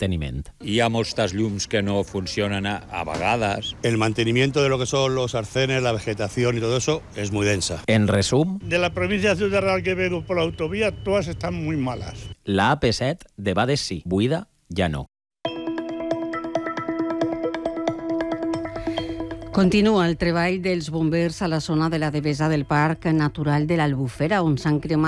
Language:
Catalan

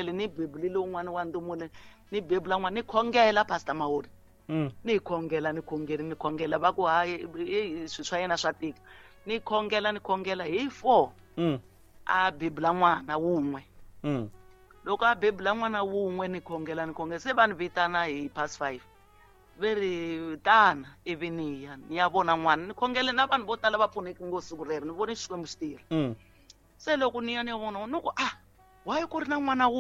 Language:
Tsonga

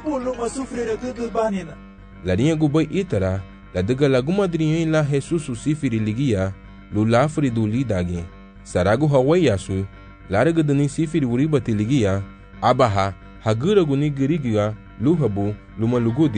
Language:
Garifuna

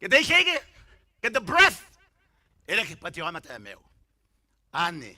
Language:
Gilbertese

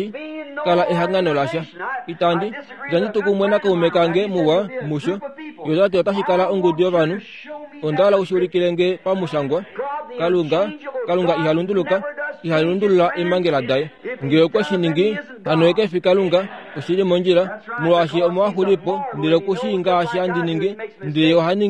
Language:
Kuanyama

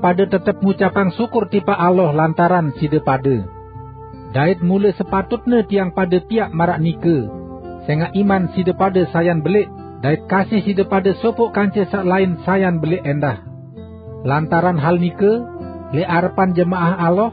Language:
Sasak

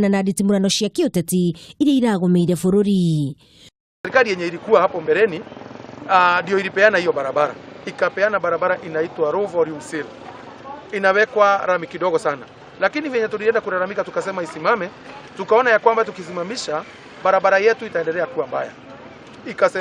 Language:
Kikuyu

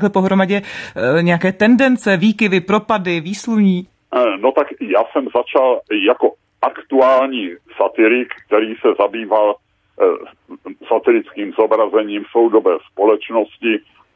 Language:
Czech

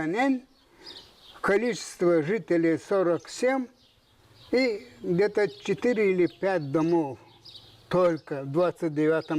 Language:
Gagauz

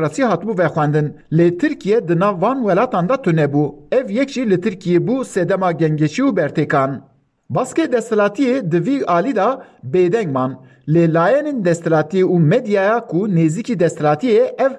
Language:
Kurdish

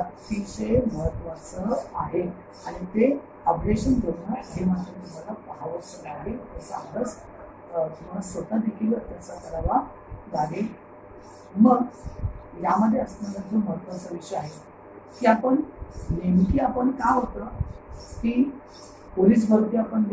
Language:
Marathi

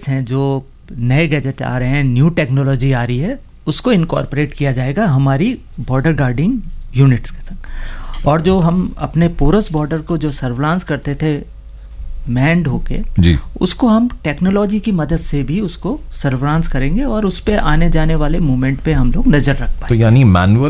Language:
Hindi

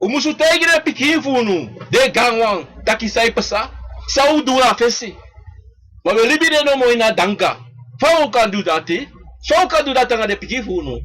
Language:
Sranan Tongo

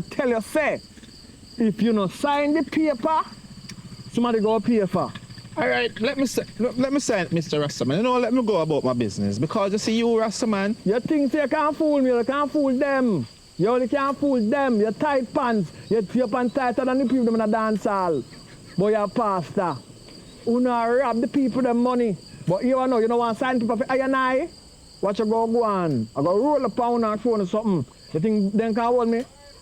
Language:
Jamaican Creole English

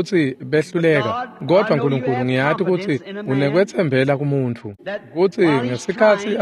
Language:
Swati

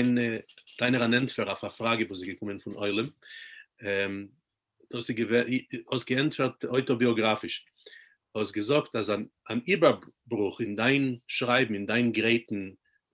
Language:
Yiddish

